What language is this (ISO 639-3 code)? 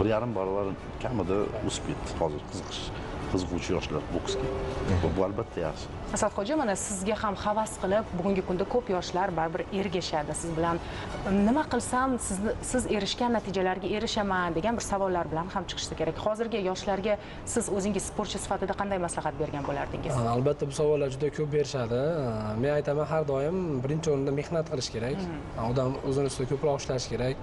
uzb